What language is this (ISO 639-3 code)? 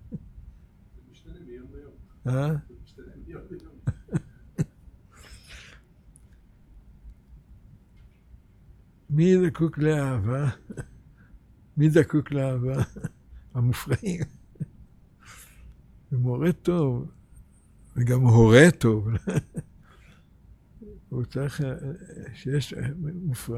heb